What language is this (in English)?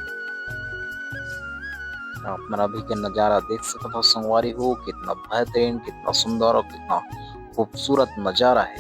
Chhattisgarhi